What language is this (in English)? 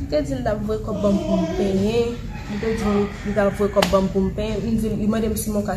Haitian Creole